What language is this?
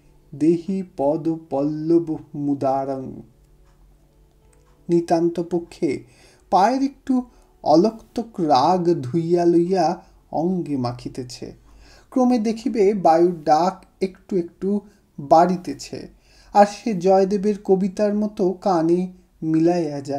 Bangla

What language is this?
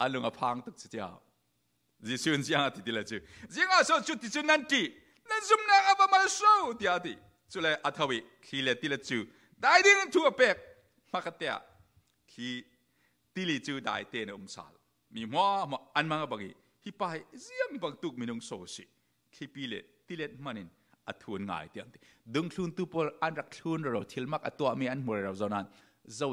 Falam Chin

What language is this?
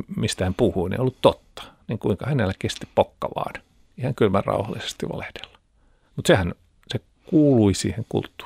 Finnish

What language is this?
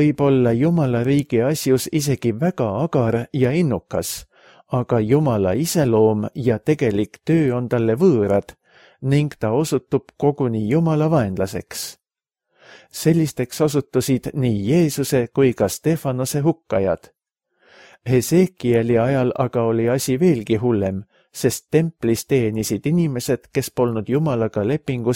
Estonian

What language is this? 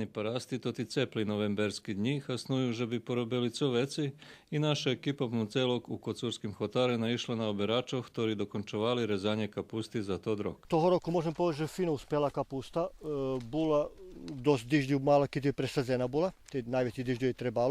Rusyn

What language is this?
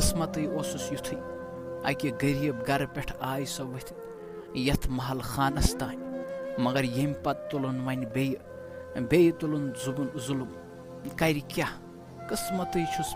Kashmiri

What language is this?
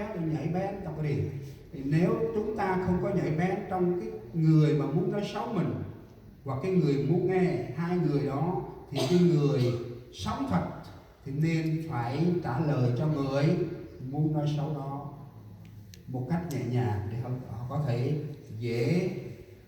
Central Mnong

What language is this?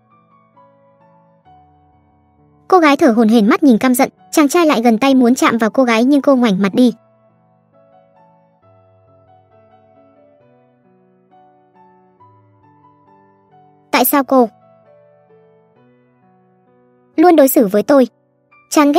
Vietnamese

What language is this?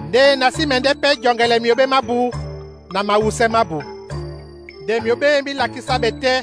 Duala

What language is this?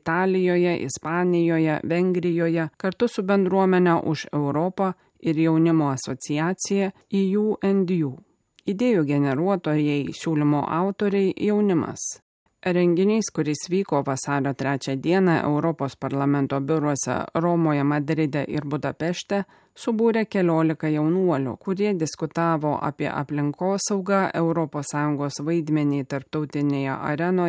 Lithuanian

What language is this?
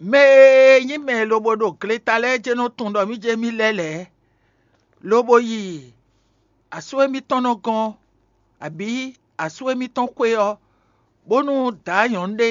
Fon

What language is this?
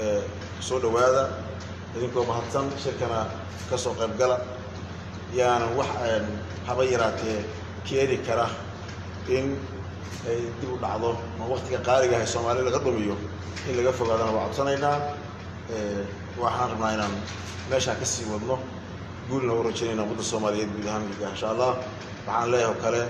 Somali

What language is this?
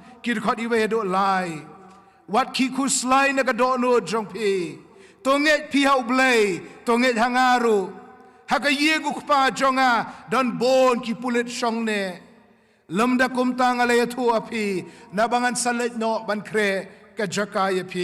Khasi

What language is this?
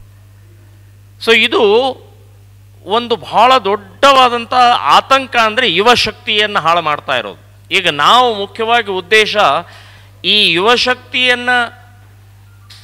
Kannada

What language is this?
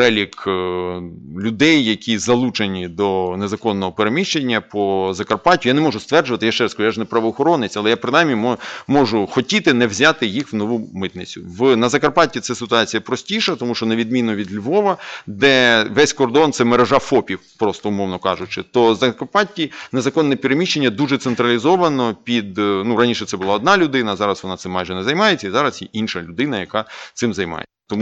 Ukrainian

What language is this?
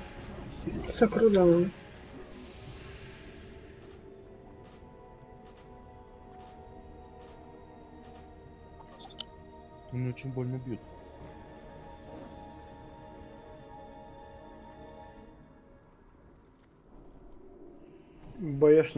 Russian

